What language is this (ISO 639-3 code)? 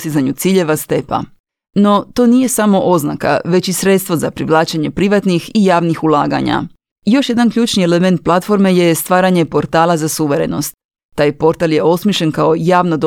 hrv